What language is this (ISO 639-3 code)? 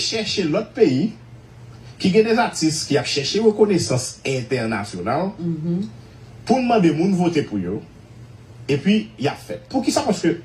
hat